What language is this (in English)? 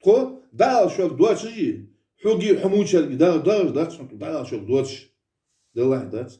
Ingush